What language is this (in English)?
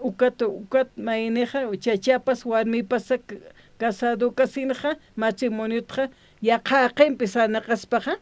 Aymara